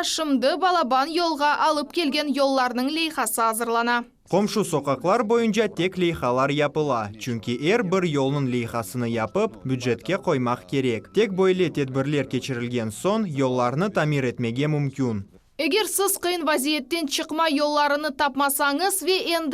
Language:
Crimean Tatar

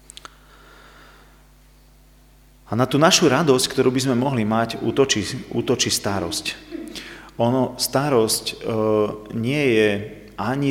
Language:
Slovak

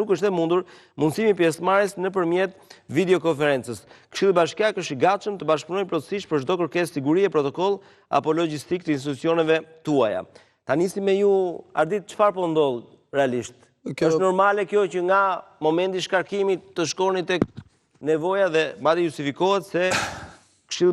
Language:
Albanian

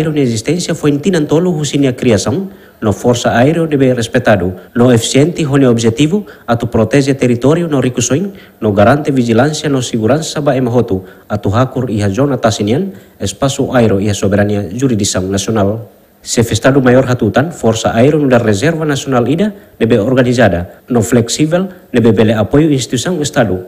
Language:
Tetum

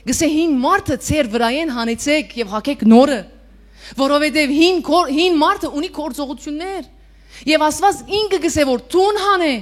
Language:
Western Armenian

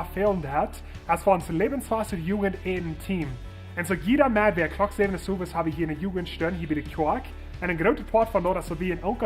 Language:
Plautdietsch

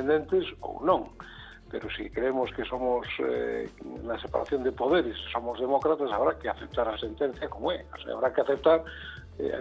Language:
Galician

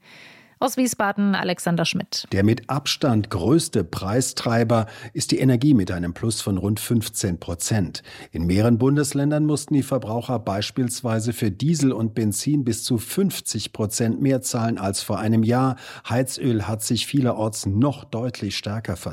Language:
German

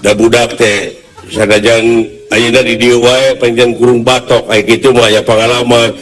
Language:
Sundanese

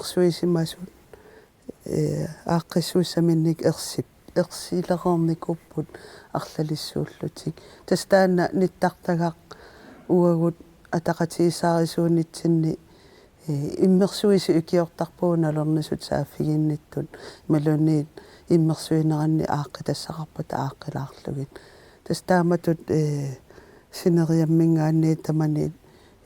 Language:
Kalaallisut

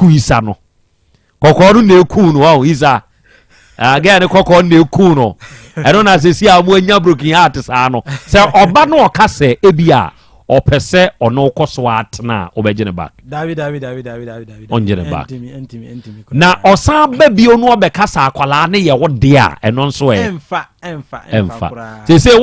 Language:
Akan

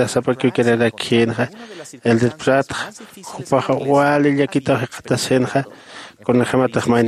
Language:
Aymara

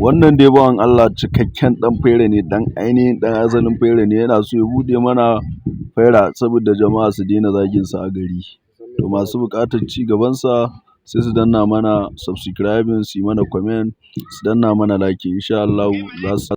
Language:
Hausa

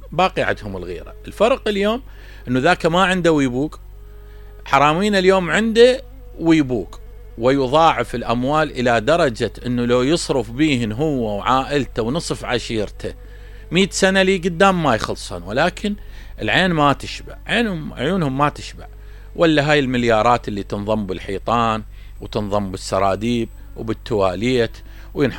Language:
Mesopotamian Arabic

